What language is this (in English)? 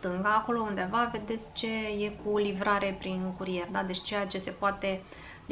Romanian